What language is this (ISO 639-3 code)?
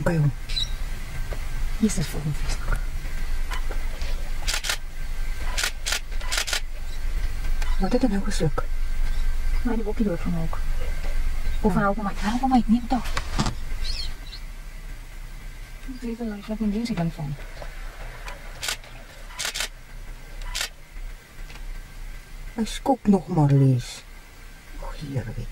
afr